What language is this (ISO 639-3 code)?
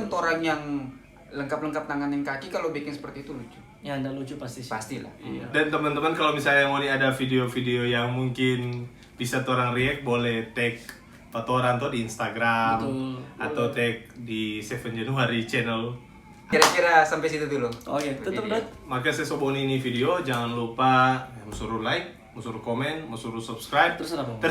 xmm